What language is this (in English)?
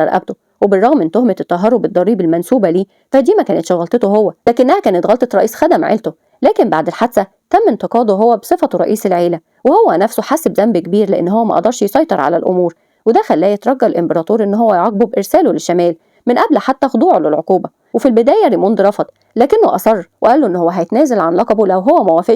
Egyptian Arabic